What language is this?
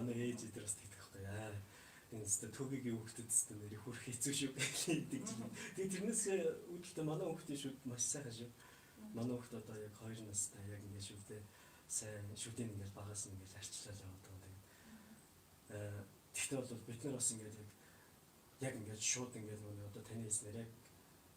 Mongolian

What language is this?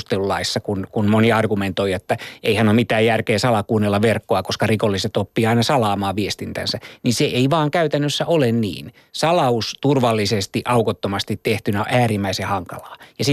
Finnish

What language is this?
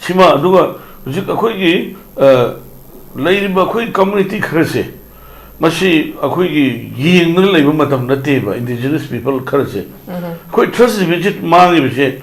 Manipuri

